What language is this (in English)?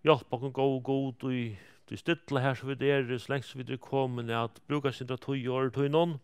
Faroese